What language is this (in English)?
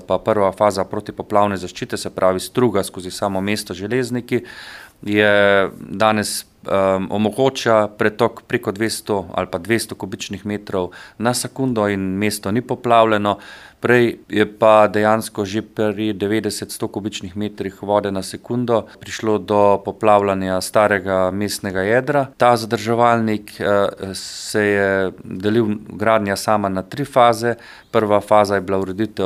Slovenian